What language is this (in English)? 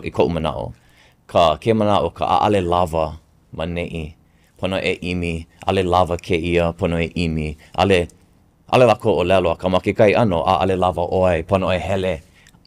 Hawaiian